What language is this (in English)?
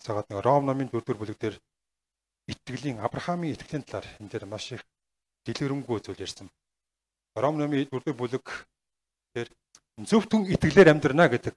Mongolian